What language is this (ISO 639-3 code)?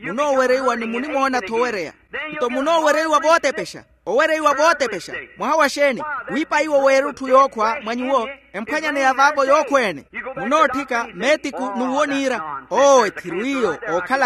vmw